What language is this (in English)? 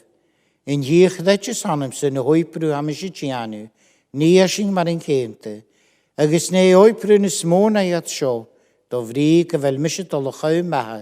Scottish Gaelic